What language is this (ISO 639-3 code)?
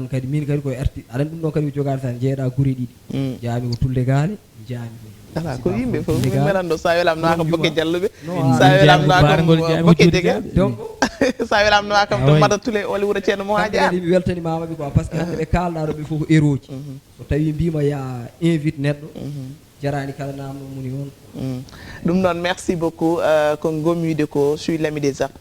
ful